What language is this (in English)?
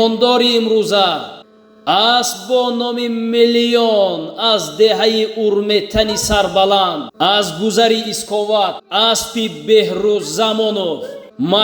Tajik